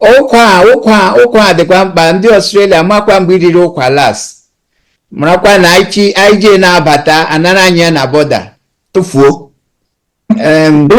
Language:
Igbo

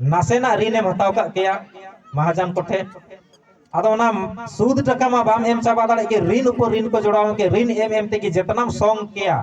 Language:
Santali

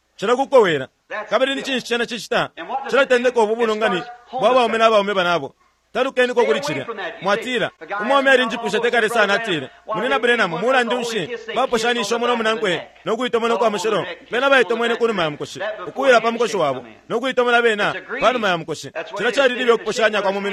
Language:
Bemba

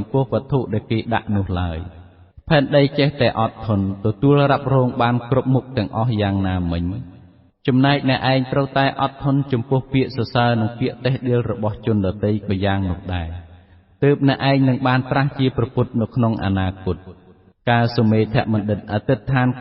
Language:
Khmer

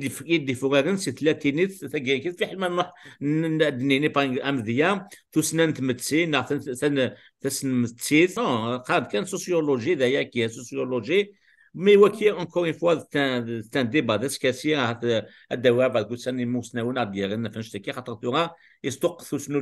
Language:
Kabyle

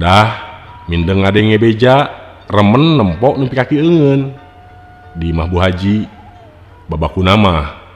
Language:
Sundanese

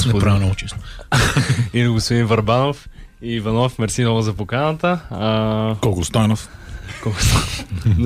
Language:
Bulgarian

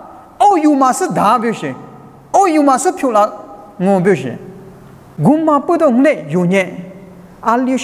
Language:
Lisu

